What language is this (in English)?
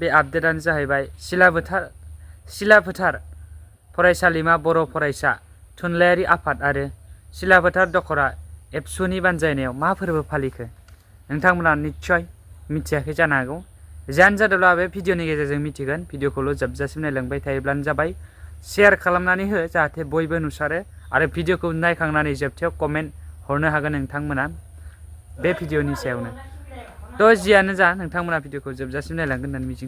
Bodo